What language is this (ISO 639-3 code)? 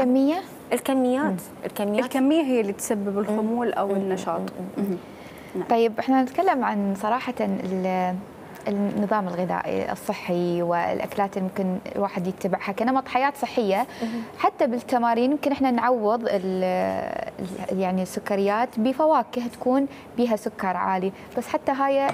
acm